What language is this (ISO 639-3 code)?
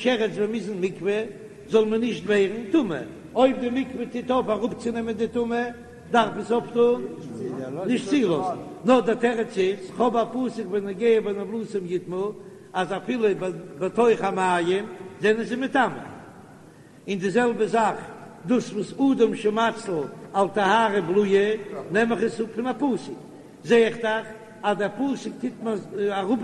yid